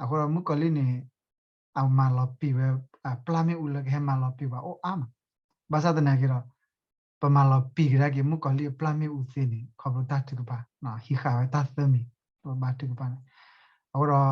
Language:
S'gaw Karen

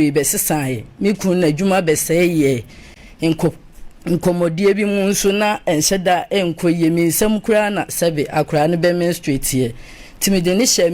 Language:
Akan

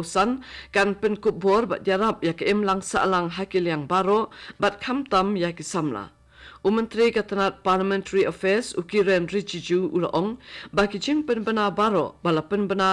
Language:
Khasi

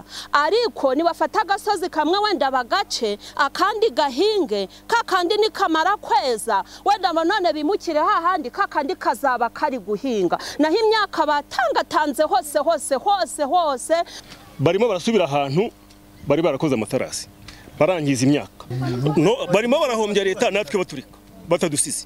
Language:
Kinyarwanda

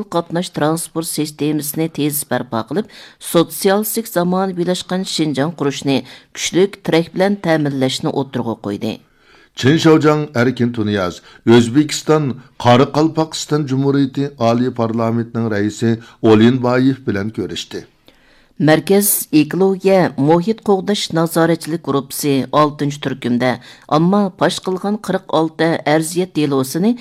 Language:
Uyghur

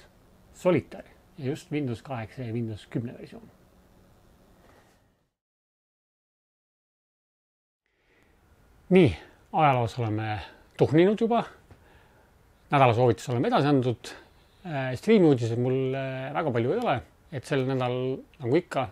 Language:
Estonian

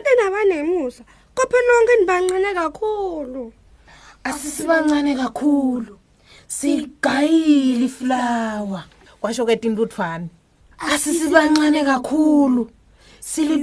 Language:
Swati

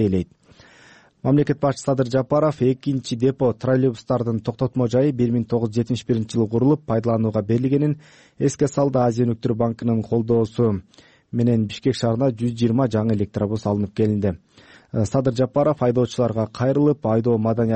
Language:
Kyrgyz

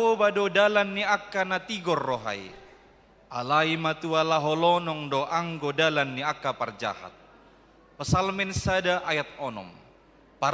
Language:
Batak Toba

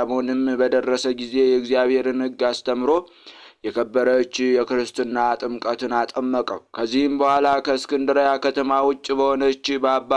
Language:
Amharic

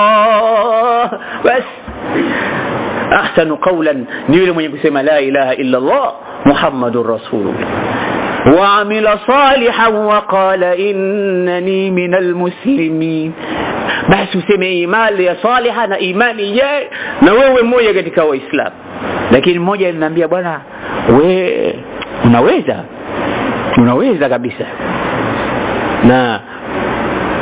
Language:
Swahili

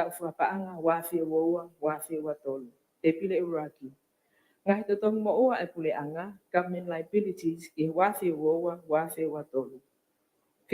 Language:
Tongan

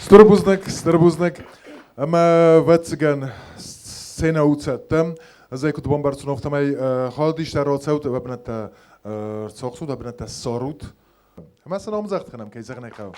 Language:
Ossetic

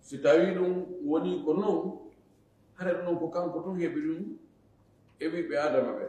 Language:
Fula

